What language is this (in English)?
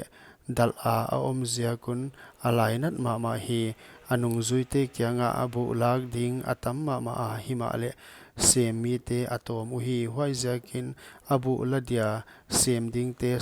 Paite Chin